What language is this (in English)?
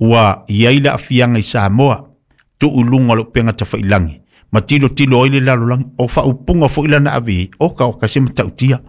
Samoan